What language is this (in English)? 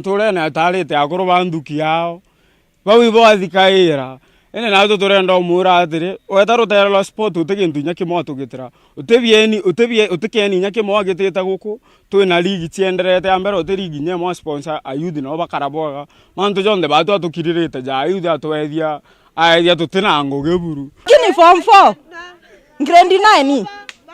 Meru